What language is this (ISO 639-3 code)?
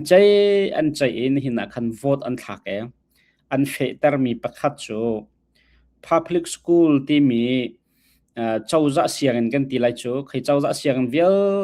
cnh